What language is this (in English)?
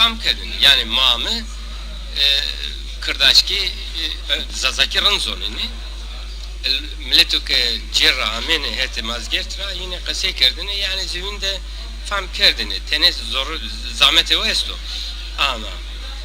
Zaza